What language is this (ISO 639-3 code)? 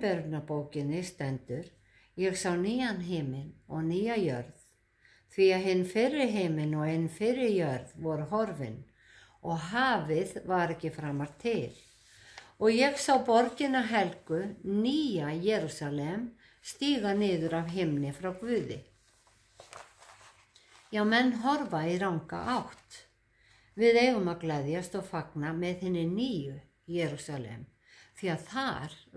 isl